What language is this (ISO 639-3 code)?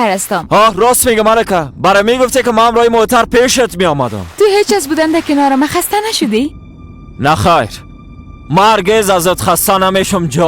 fas